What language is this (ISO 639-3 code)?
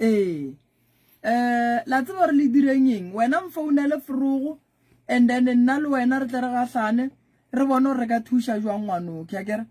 nso